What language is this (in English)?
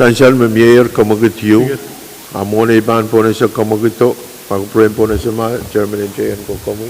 Pohnpeian